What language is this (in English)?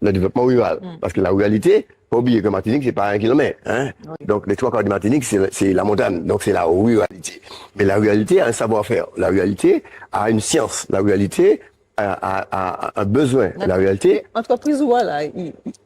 Guadeloupean Creole French